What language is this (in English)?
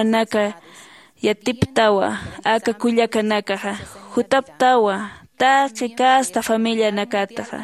Aymara